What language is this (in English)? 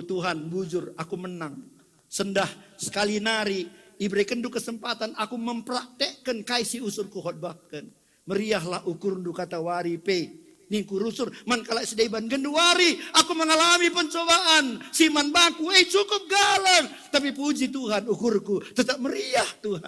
Batak Karo